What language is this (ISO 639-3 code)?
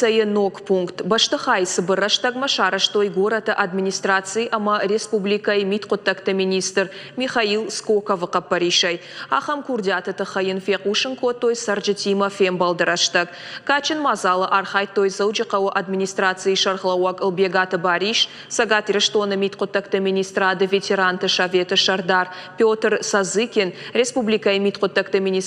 oss